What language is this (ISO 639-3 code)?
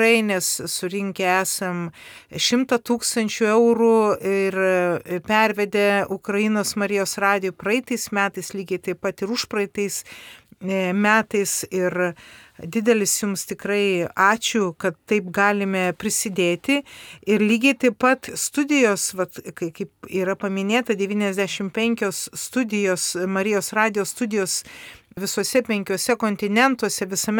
lit